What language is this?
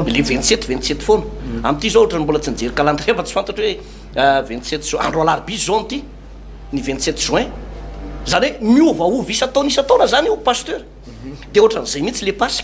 Malagasy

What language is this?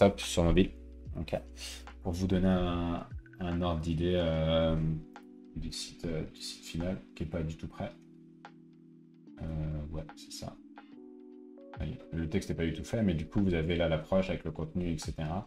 French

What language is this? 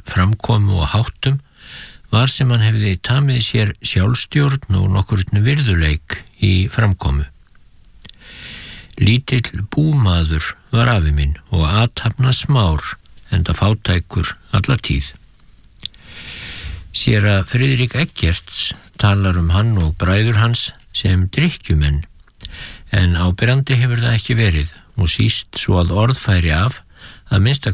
Icelandic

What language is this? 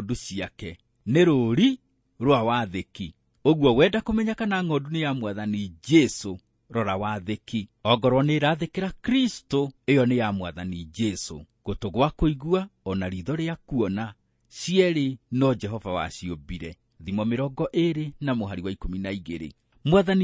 Kikuyu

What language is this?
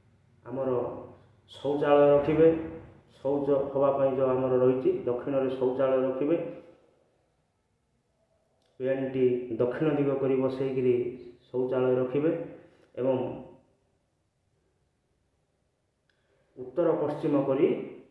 Odia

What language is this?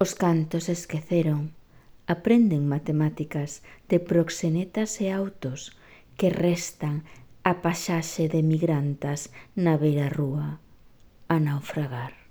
Galician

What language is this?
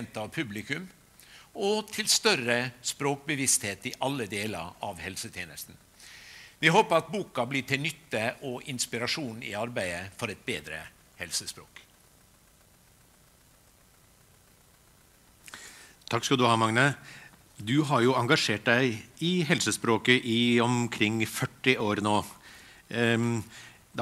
Norwegian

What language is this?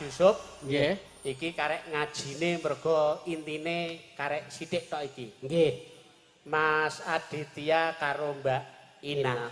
Javanese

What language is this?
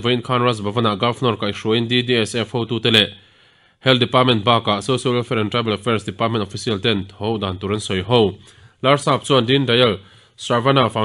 Mizo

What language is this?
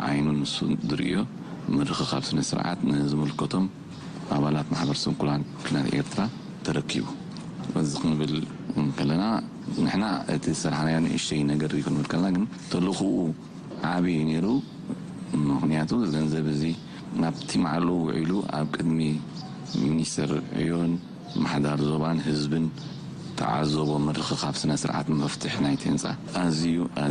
Tigrinya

